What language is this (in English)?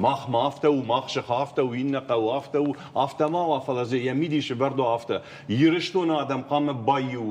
Ossetic